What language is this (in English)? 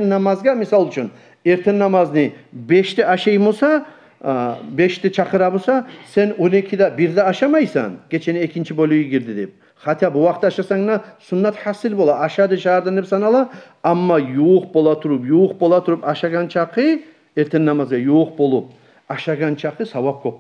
Kumyk